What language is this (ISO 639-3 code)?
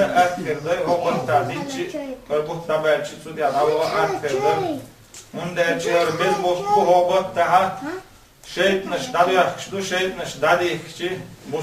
che